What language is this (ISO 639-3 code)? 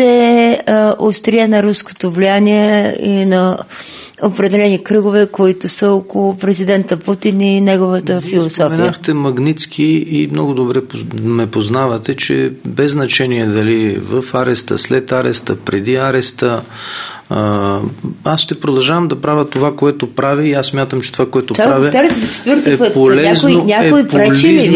bul